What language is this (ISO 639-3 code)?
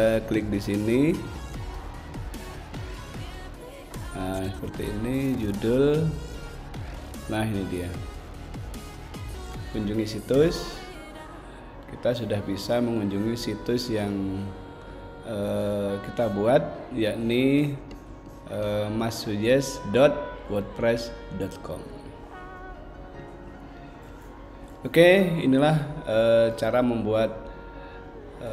ind